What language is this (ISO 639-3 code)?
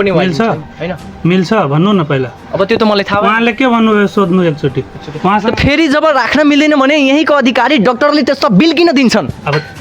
nep